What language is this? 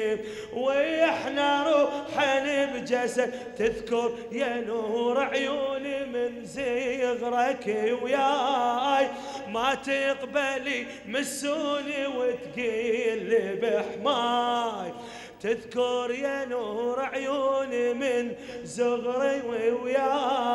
Mesopotamian Arabic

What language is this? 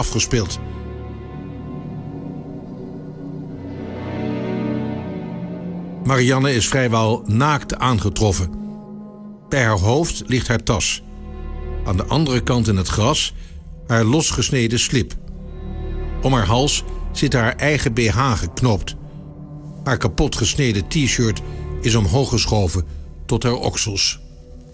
Dutch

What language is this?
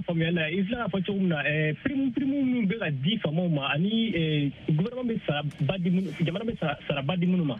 Bambara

